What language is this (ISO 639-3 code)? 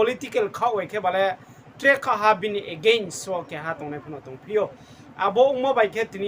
ria